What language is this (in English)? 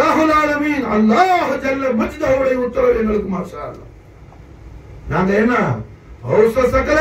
Tamil